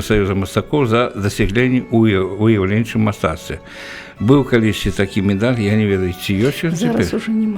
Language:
Belarusian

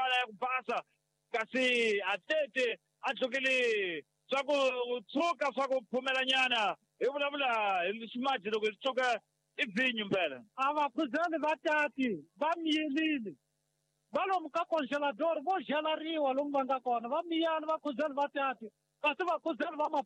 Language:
Tsonga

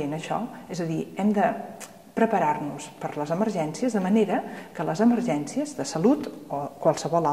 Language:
Catalan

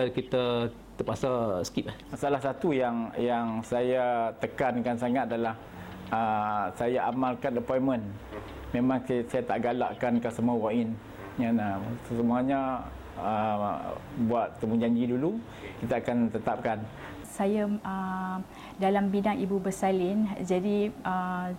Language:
Malay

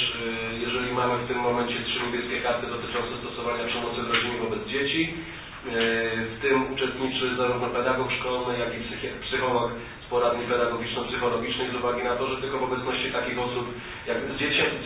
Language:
Polish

